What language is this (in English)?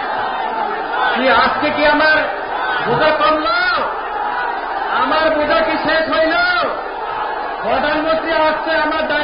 Bangla